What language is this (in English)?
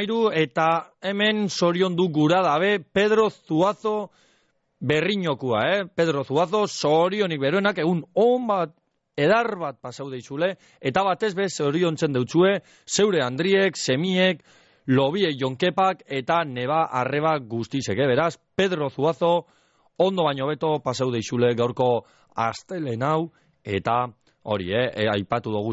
Basque